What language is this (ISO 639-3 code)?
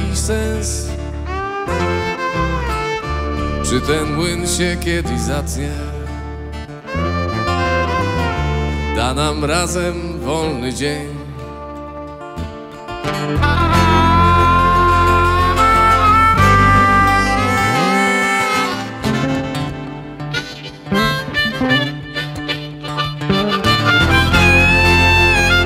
pol